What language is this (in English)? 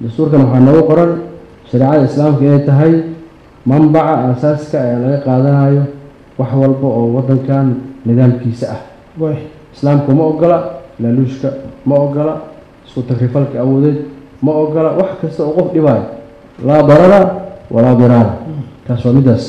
Somali